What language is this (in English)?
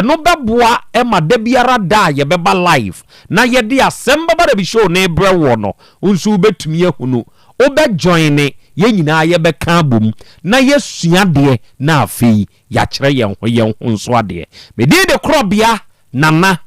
Akan